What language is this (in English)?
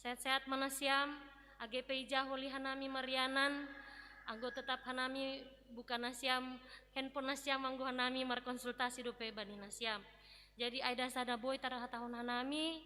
Batak Simalungun